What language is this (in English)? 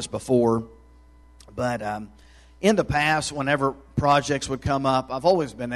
English